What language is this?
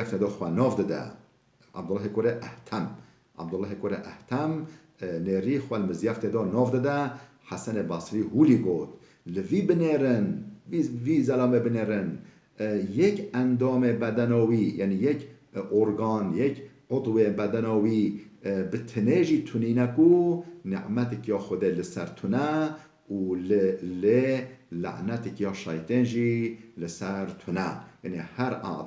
Kurdish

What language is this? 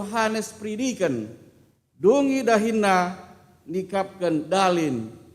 Batak Karo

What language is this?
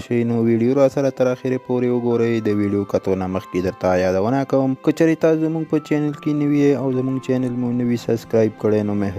Pashto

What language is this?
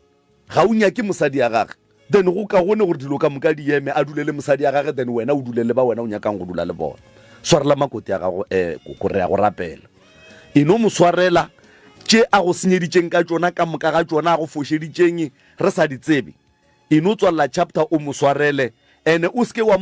Northern Sotho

